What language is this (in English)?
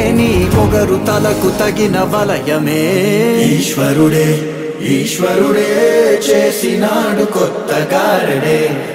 Telugu